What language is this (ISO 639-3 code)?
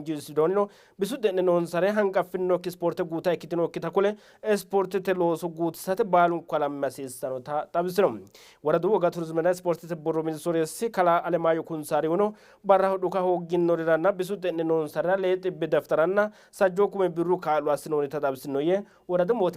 sid